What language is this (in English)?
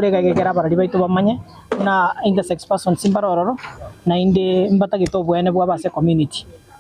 Gusii